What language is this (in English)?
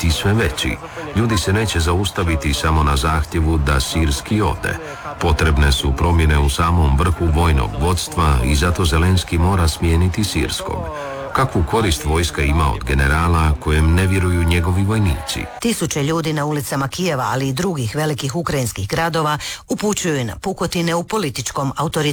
Croatian